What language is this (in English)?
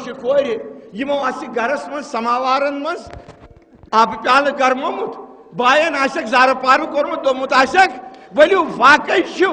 Kashmiri